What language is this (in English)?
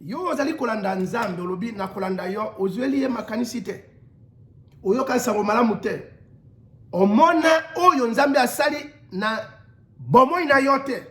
Lingala